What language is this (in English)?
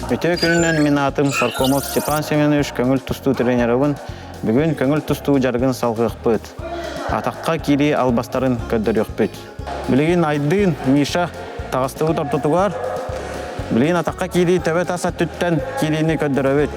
Yakut